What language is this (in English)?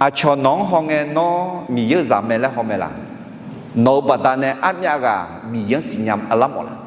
Akha